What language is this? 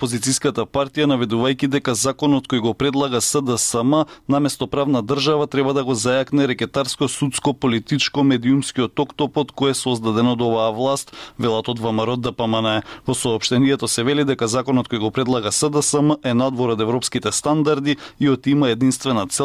Macedonian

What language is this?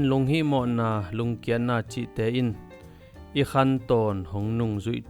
Tedim Chin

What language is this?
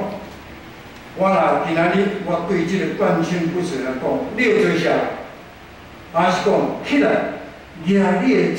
Min Nan Chinese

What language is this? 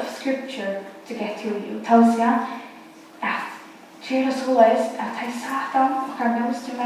Faroese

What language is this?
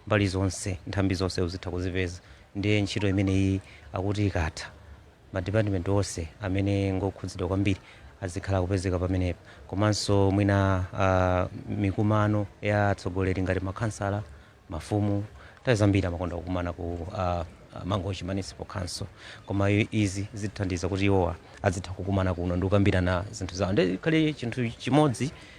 Nyanja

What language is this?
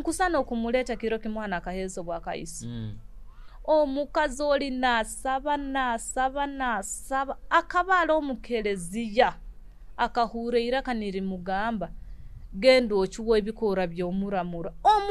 Nyoro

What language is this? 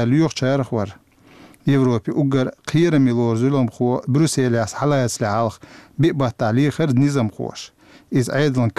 Chechen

